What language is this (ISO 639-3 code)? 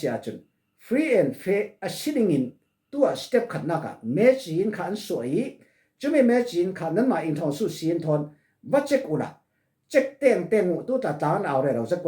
cfm